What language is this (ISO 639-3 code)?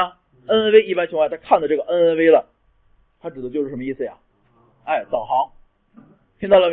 zho